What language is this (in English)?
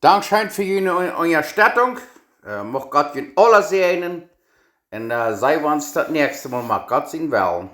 Plautdietsch